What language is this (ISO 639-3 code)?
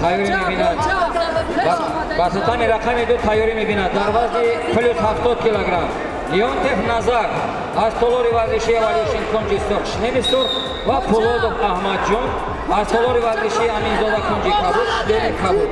tgk